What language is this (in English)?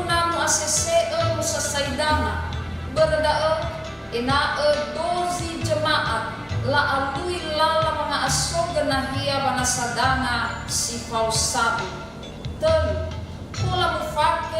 Nias